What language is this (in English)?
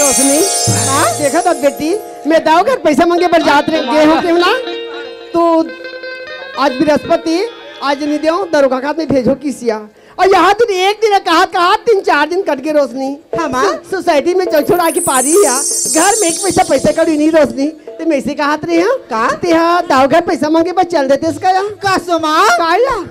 Chhattisgarhi